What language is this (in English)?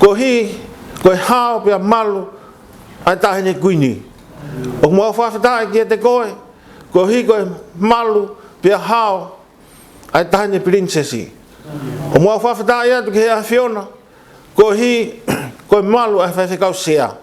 Tongan